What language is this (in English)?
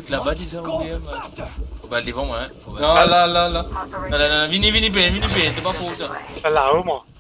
Morisyen